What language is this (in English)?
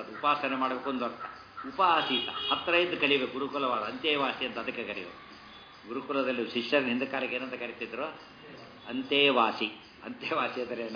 Kannada